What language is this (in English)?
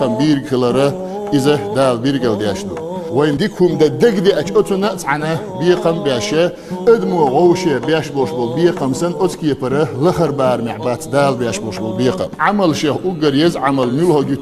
Chechen